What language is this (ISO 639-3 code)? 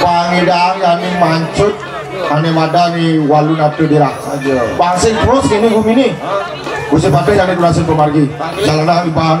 ban